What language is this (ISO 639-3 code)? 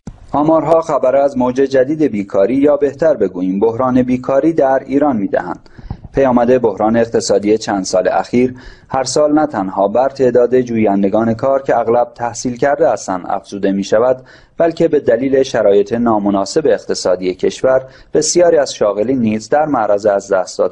fas